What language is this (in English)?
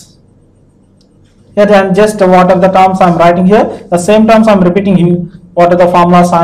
English